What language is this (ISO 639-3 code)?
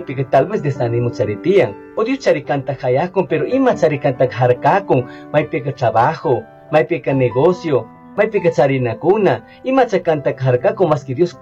qug